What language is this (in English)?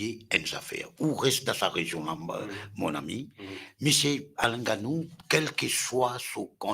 Morisyen